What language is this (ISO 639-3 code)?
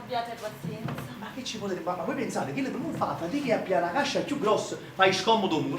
nap